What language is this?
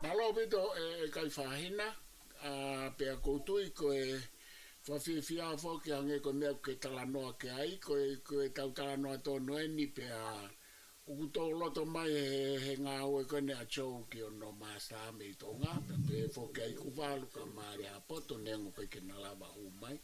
Tongan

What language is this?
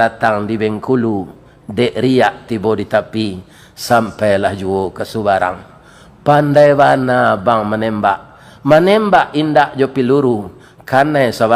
Minangkabau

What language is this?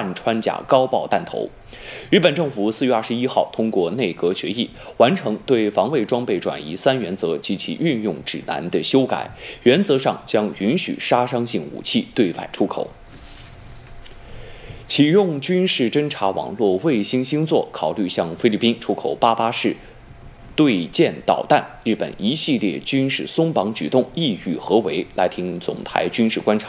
Chinese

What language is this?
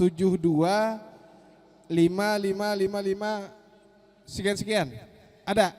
Banjar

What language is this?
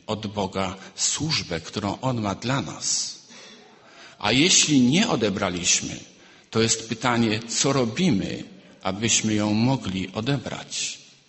Polish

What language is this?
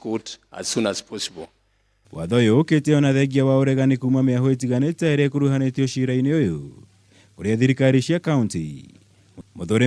Kikuyu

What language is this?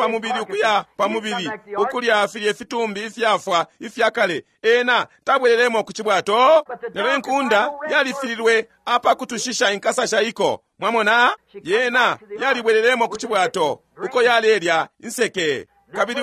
Bemba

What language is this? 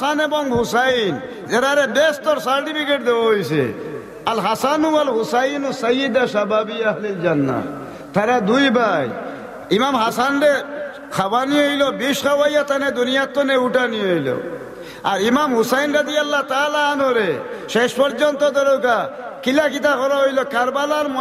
Sylheti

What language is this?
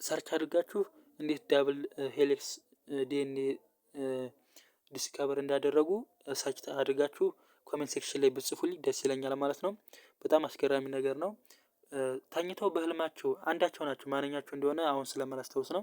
Amharic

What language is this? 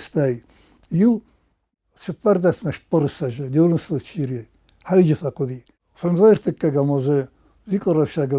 Ossetic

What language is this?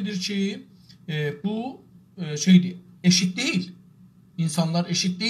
South Azerbaijani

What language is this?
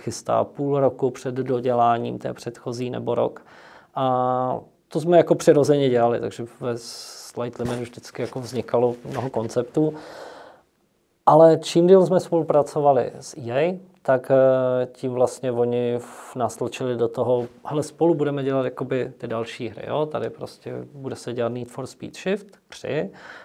Czech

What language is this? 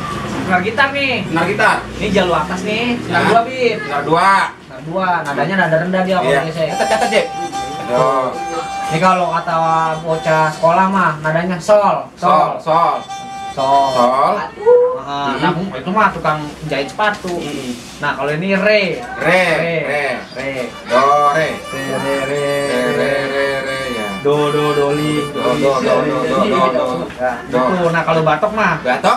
Betawi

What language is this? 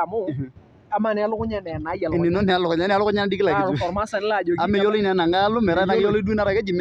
Masai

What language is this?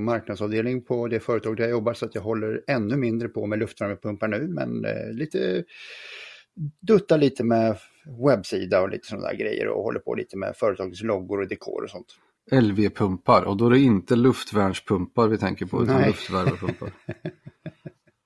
Swedish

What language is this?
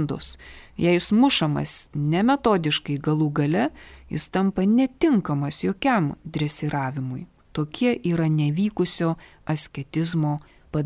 Lithuanian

